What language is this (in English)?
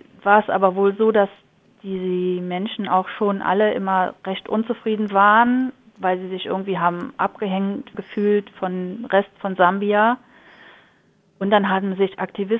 German